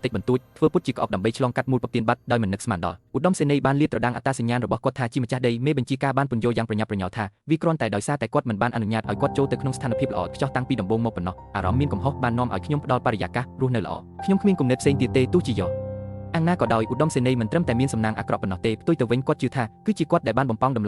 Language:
Khmer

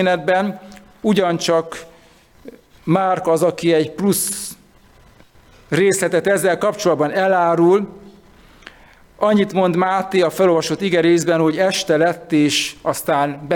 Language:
Hungarian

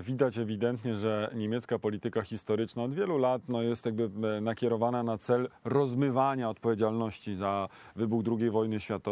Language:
Polish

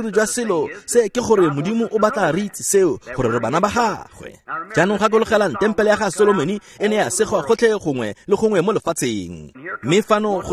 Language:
Tswana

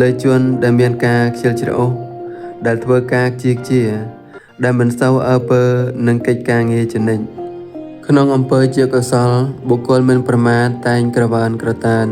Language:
Khmer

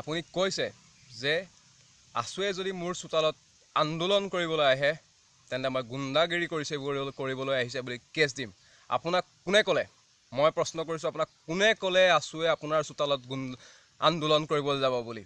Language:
Assamese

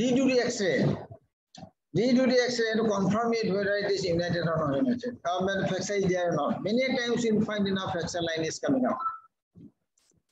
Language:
English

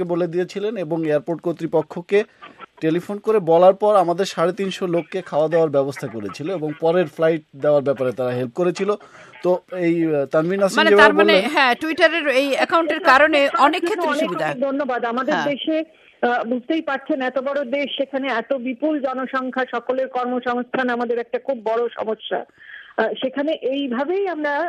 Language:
Bangla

